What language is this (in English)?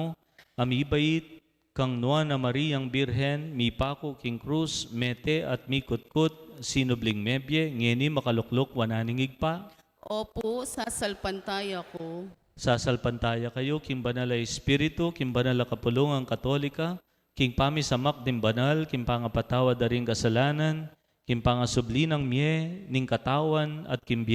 Pampanga